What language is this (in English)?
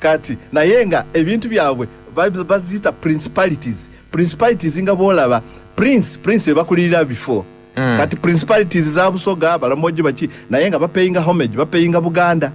Ganda